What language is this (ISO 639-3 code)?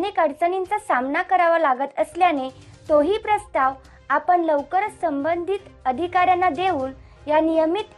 mar